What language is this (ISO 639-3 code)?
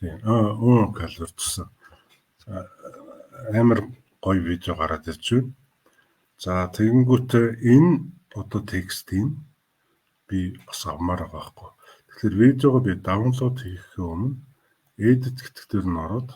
mon